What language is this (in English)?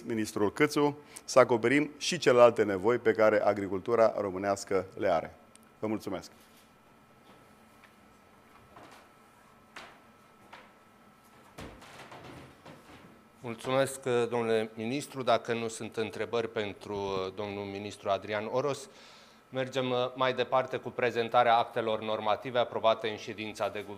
Romanian